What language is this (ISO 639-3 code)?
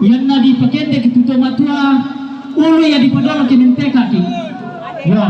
sda